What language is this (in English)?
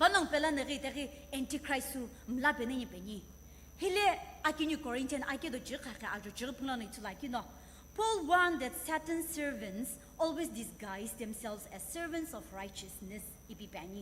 Sumi Naga